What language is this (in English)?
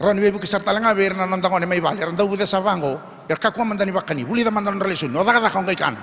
Fijian